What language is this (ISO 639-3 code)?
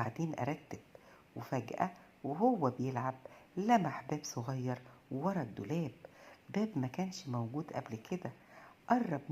arz